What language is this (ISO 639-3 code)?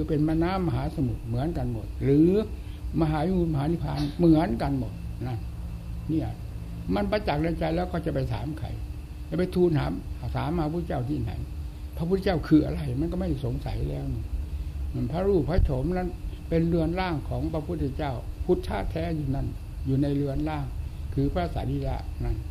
tha